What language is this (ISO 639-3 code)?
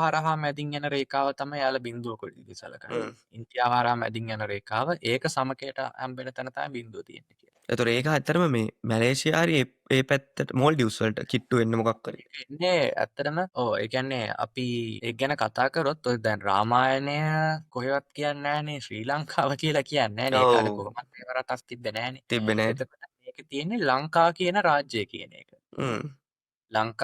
sin